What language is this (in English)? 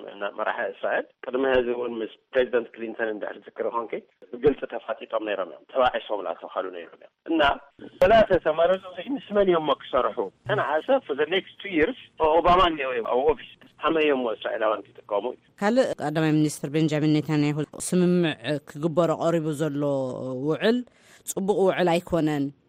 Tigrinya